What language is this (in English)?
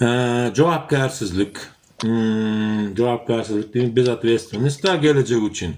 Turkmen